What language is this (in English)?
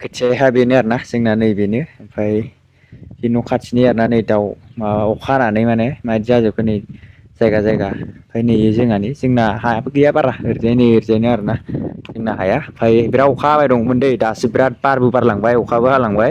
Bodo